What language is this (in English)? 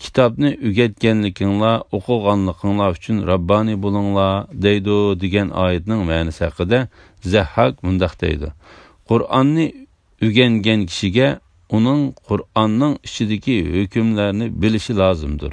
Uyghur